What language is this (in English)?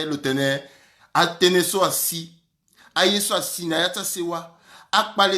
Sango